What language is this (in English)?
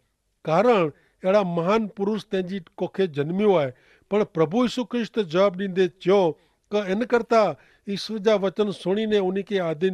Kachhi